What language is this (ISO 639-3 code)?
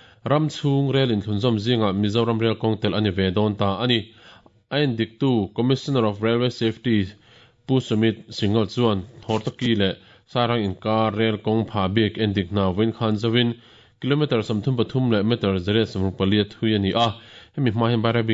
lus